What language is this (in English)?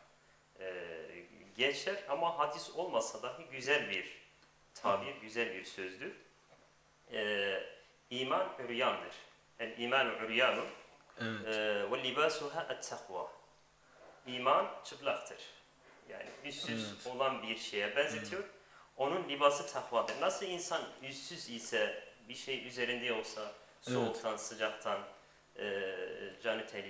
Turkish